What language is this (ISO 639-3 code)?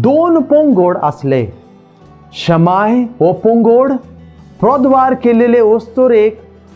kok